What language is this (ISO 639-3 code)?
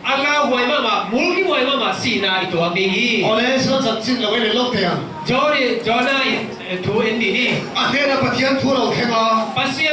ctd